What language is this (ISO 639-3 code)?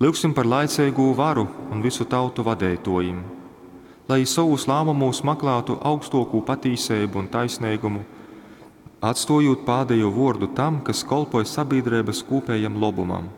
ltg